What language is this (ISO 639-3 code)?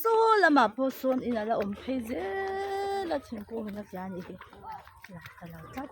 lus